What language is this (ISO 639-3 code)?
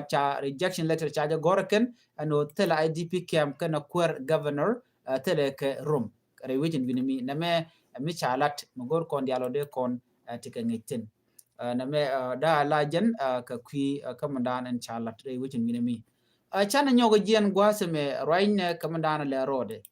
nus